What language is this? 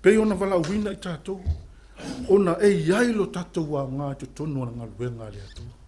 Samoan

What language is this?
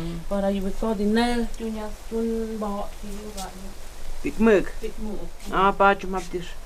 Totontepec Mixe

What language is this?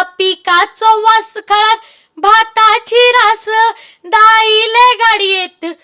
Konkani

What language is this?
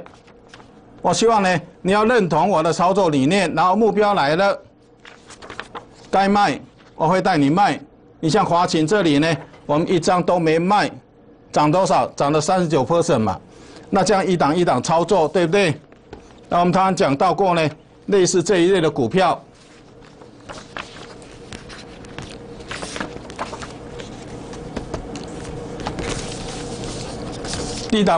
Chinese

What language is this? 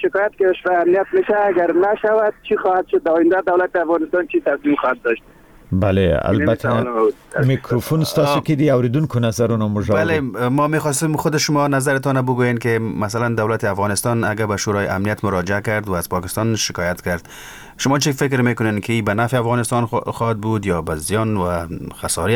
Persian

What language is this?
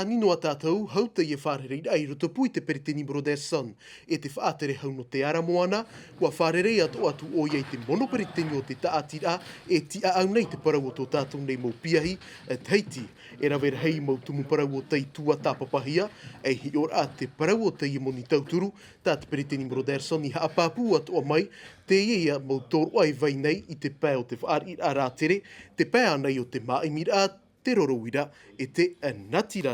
Tahitian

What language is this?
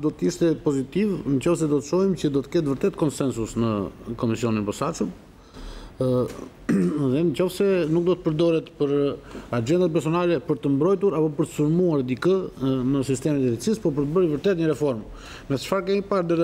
Albanian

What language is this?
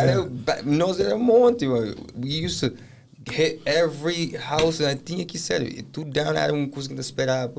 Kabuverdianu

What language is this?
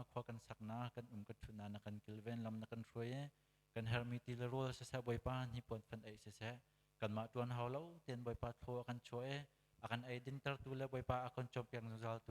Hakha Chin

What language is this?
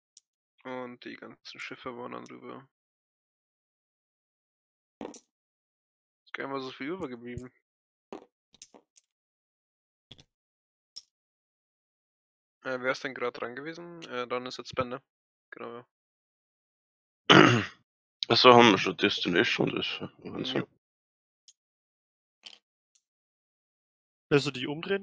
German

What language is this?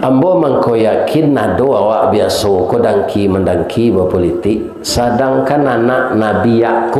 Minangkabau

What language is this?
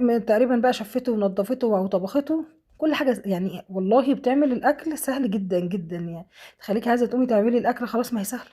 Egyptian Arabic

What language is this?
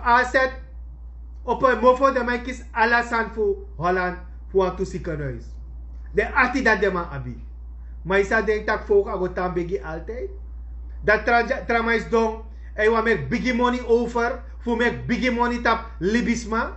Sranan Tongo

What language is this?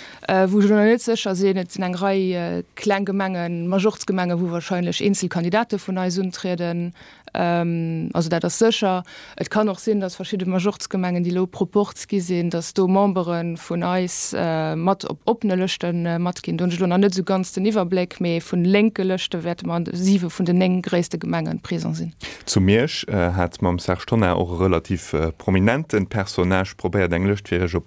Luxembourgish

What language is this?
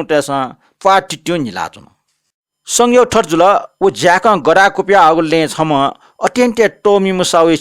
Newari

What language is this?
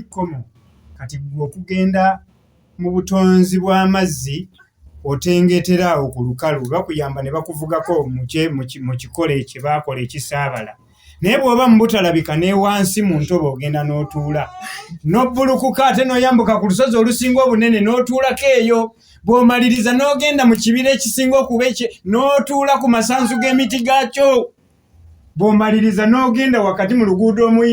Ganda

